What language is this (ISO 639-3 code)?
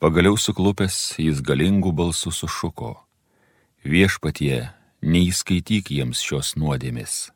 lit